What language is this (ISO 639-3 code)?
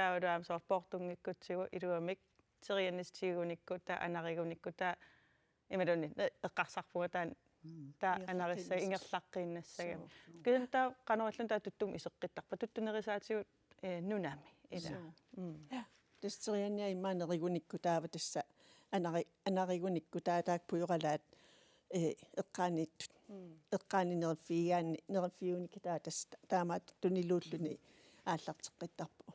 kal